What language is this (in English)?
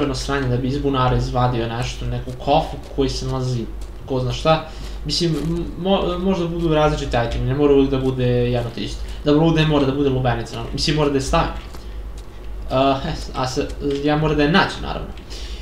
Serbian